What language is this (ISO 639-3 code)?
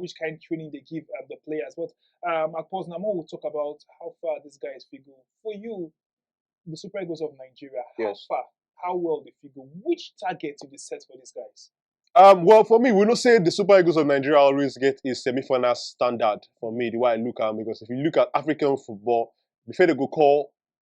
pcm